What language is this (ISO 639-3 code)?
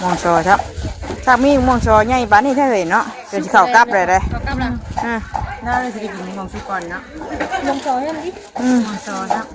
tts